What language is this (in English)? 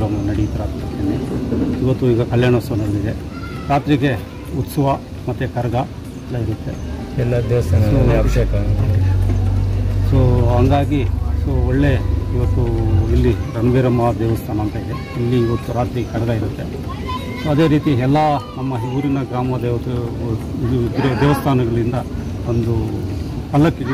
Kannada